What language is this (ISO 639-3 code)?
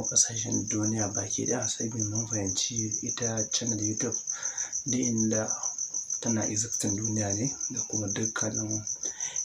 hau